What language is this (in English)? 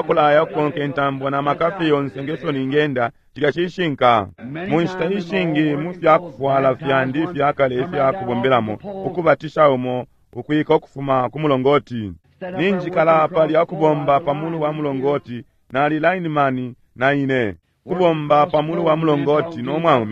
Bemba